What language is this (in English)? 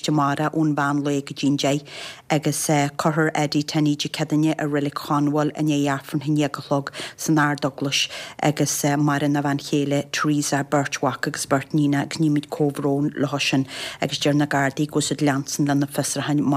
Irish